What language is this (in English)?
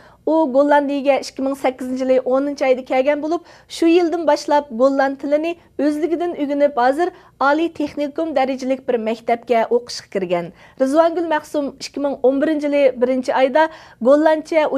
Uyghur